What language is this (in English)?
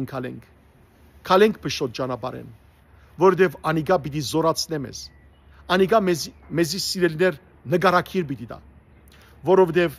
Western Armenian